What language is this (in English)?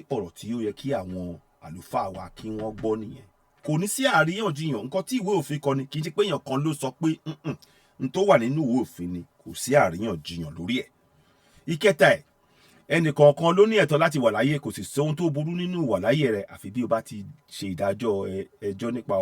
Yoruba